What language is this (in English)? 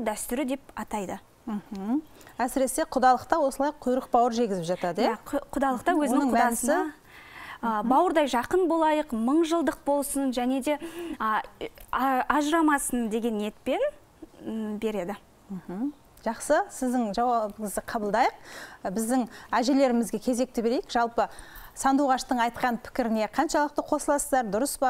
Kazakh